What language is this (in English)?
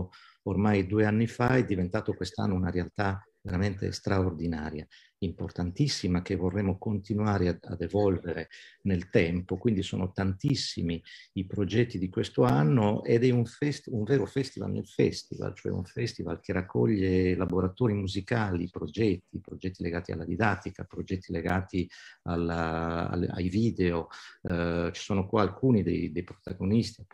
Italian